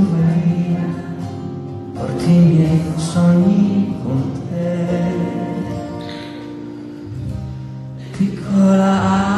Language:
Italian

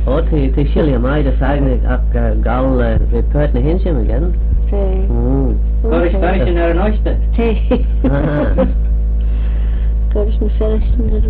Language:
Manx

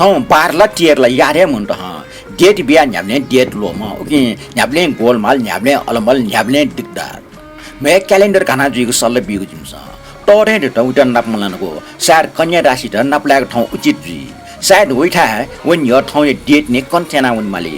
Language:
Newari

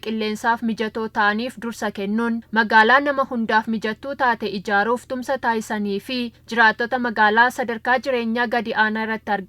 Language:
Oromo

